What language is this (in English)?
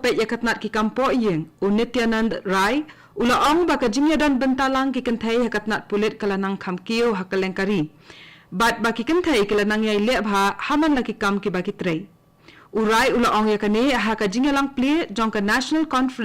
Khasi